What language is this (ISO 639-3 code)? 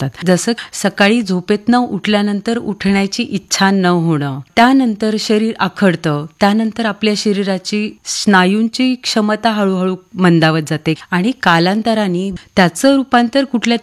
mar